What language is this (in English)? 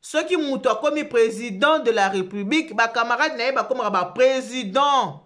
Lingala